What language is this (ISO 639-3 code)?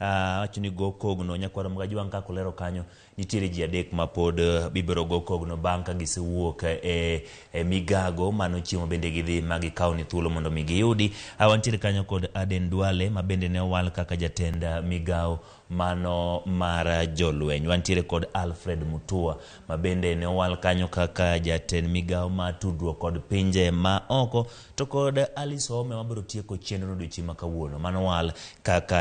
luo